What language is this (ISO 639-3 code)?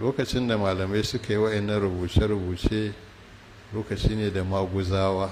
hau